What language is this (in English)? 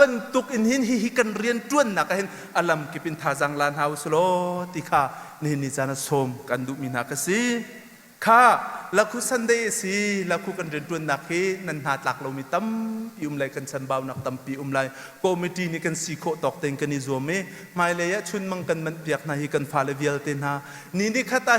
Hakha Chin